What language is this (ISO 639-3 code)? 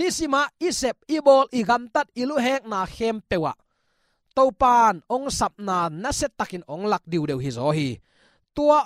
ctd